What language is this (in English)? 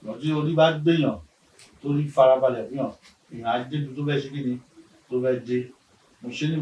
Yoruba